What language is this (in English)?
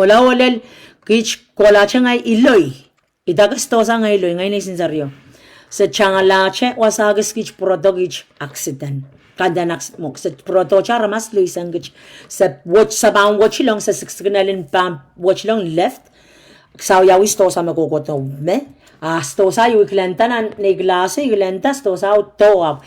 Pohnpeian